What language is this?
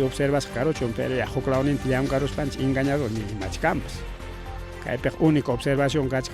Ayacucho Quechua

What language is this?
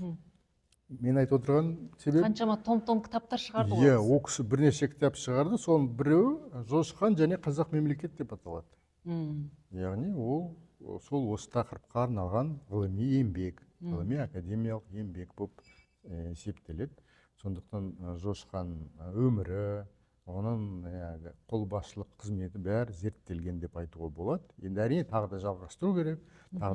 Kazakh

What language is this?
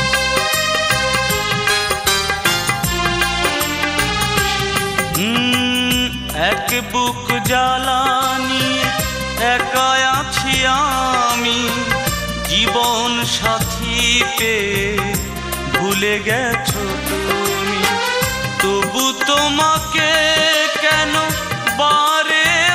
Bangla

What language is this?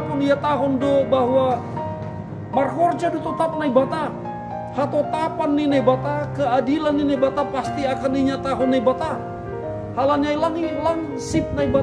Batak Simalungun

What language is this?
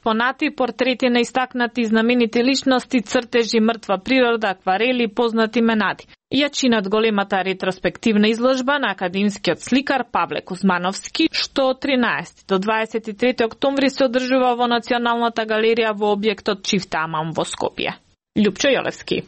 Macedonian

